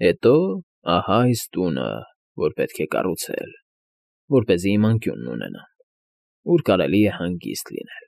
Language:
Armenian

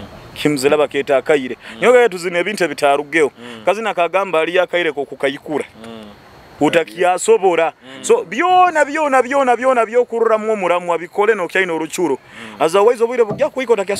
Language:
Nyoro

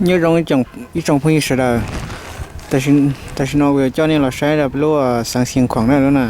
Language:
Hmong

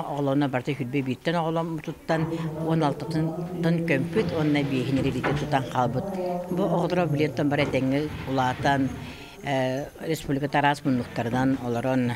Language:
Yakut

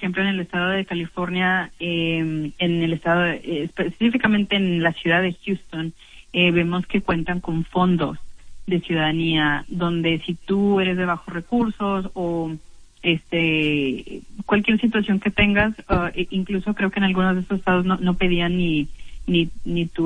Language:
Spanish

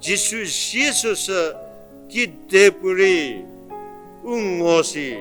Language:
Angami Naga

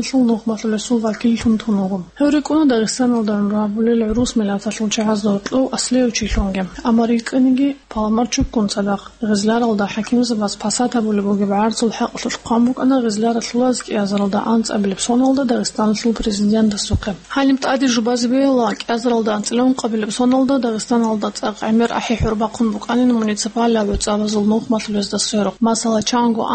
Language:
Avaric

